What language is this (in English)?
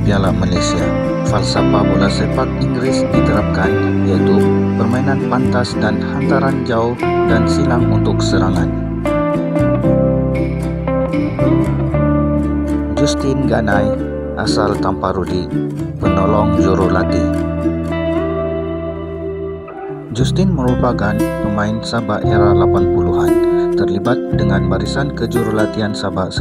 Malay